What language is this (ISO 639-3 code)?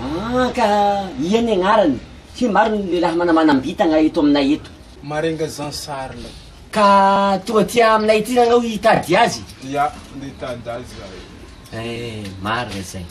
mlg